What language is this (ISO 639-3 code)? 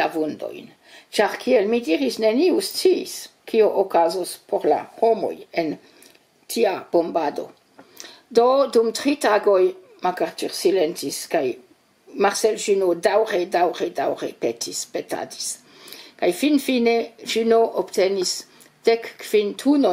epo